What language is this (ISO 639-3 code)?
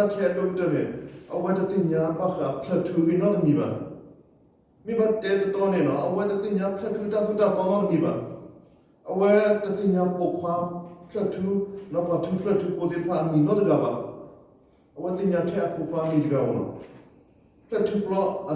ksw